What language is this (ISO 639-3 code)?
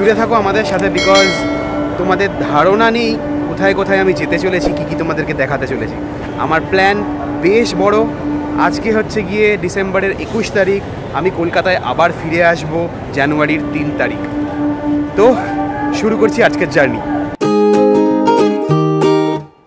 ben